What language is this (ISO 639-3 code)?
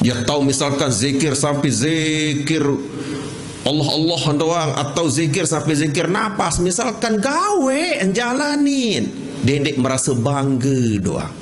sas